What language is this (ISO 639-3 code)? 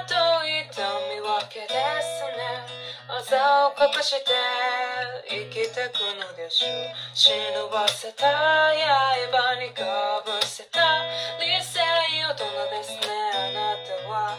jpn